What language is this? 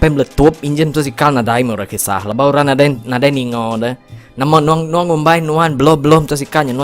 Iban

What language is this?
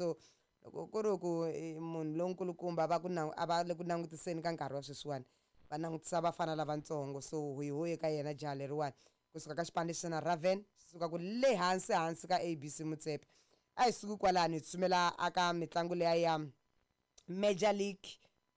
Tsonga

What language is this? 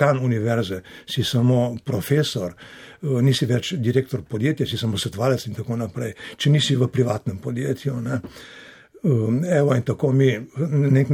Slovenian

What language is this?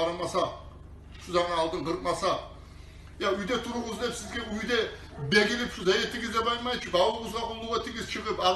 Kumyk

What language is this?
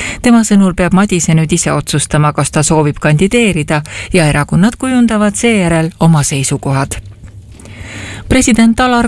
Estonian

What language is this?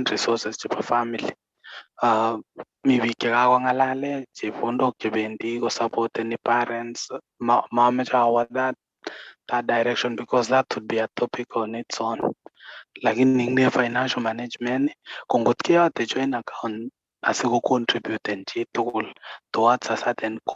Kalenjin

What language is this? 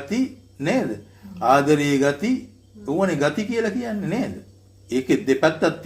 Sinhala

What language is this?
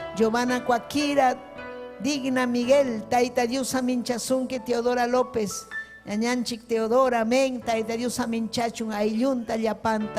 Ayacucho Quechua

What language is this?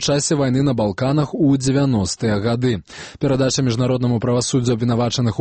Belarusian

